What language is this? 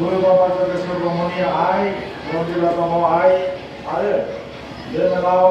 Bodo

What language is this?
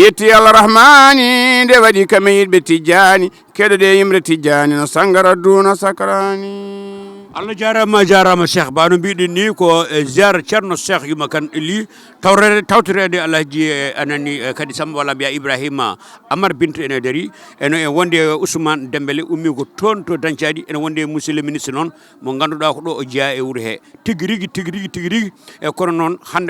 Fula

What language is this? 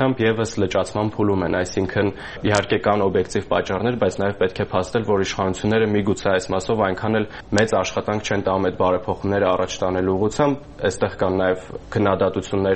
Armenian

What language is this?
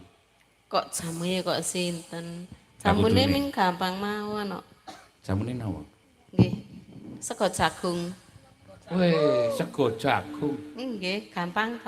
Javanese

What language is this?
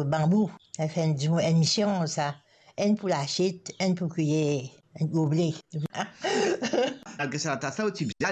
Morisyen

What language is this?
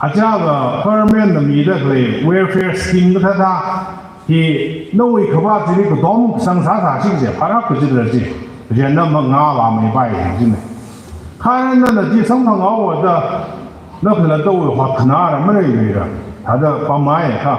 Tangkhul Naga (India)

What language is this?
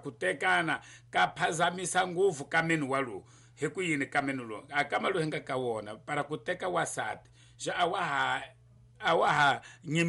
Tsonga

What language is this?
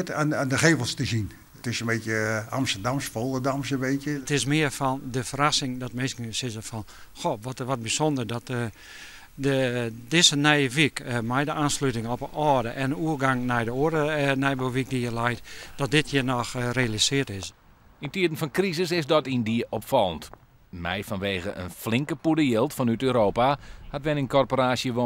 Western Frisian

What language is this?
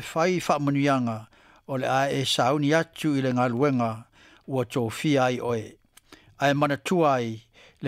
Samoan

